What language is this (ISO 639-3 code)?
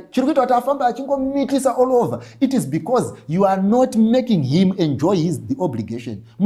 sna